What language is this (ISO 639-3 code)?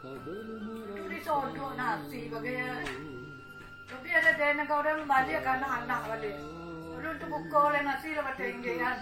min